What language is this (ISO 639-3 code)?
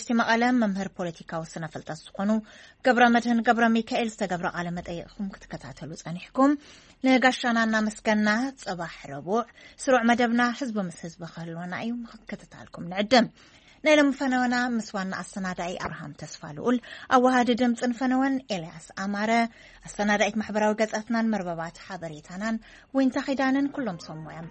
tir